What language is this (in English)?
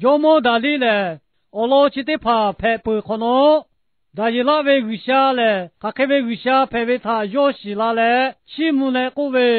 Lahu